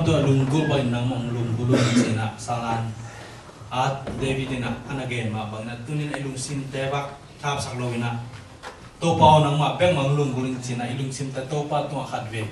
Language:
Tedim Chin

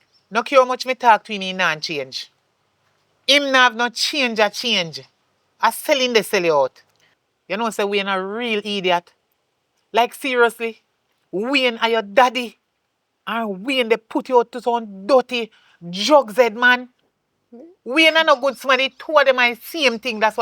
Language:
Jamaican Creole English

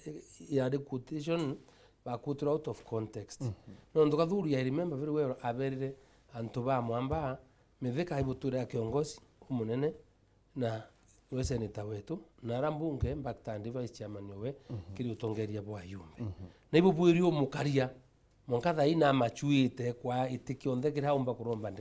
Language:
Meru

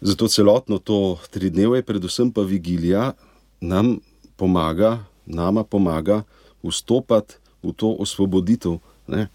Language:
Slovenian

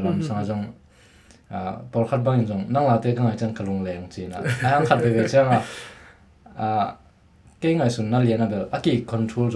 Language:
Tedim Chin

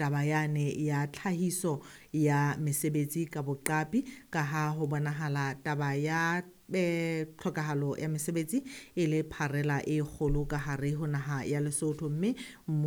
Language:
Southern Sotho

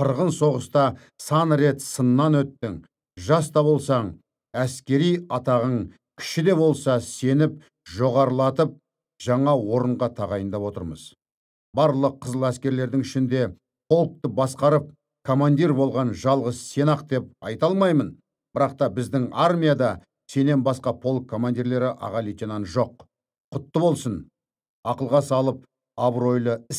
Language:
Kazakh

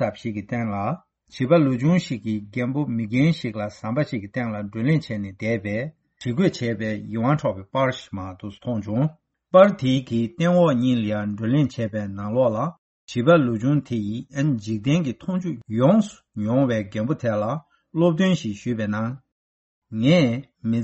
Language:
Tibetan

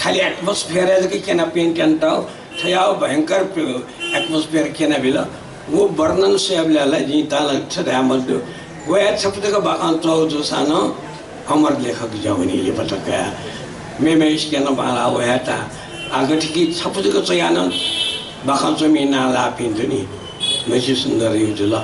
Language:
Newari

